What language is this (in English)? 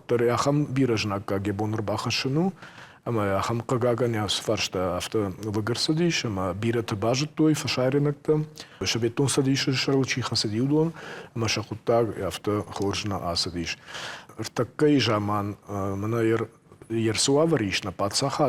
Ossetic